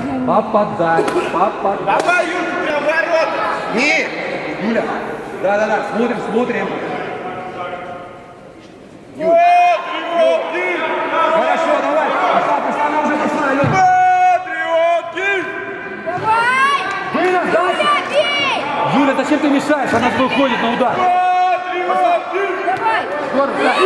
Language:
Russian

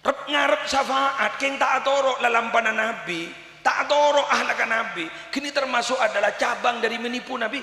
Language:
Madurese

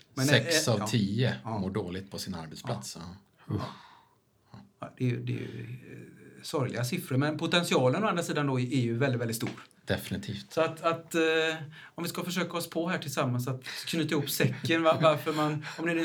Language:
Swedish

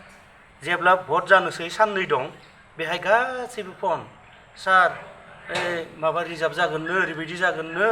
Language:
Bodo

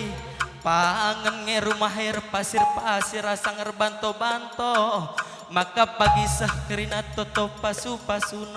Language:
Batak Karo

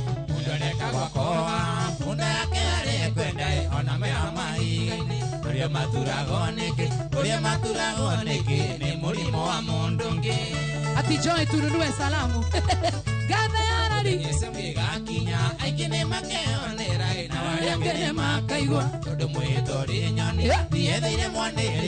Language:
Kikuyu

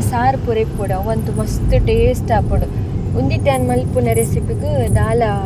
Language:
Tulu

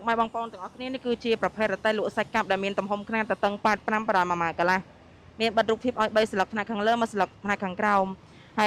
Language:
Khmer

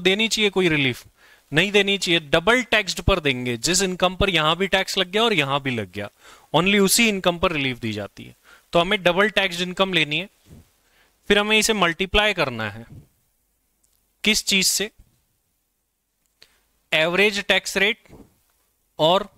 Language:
Hindi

